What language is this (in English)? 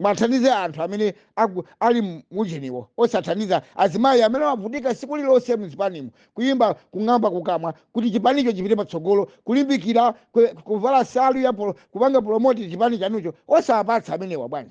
Nyanja